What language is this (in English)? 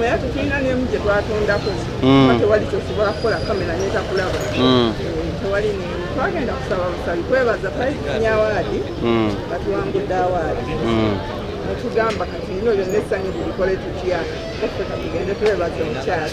Ganda